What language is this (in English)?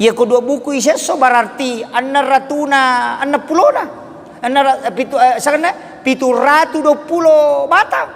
Buginese